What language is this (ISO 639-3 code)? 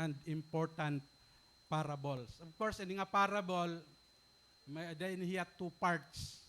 war